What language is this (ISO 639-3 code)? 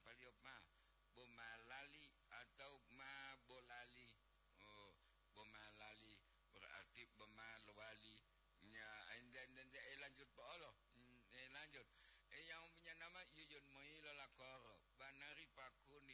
gor